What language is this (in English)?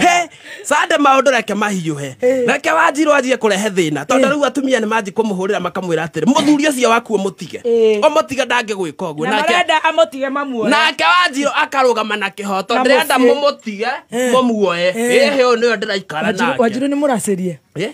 Kikuyu